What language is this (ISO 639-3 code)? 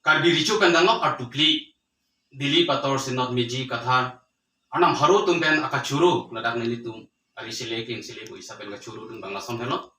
mjw